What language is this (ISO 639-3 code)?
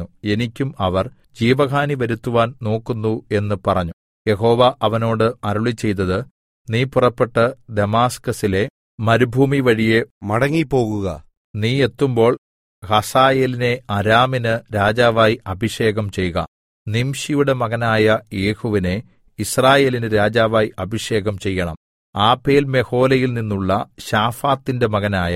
mal